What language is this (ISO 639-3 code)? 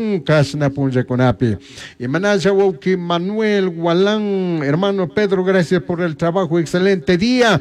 qug